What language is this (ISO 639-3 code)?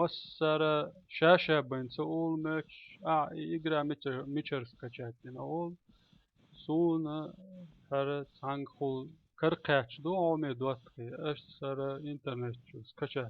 che